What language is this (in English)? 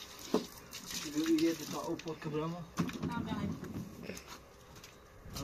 Persian